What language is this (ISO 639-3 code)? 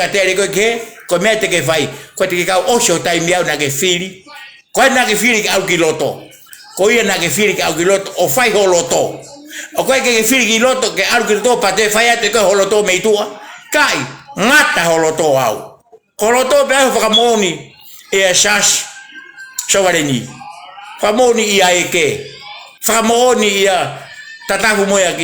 ton